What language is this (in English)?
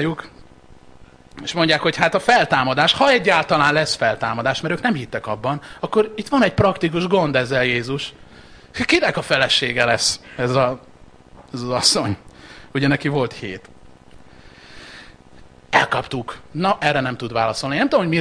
Hungarian